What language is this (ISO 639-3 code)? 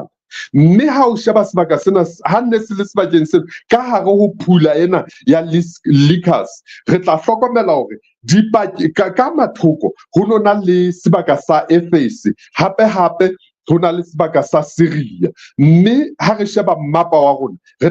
sot